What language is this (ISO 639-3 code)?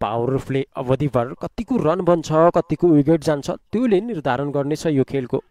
nep